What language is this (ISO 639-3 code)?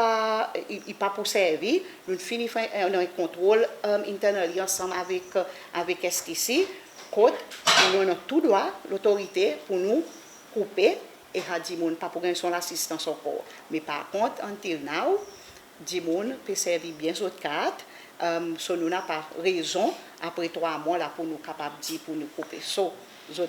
crs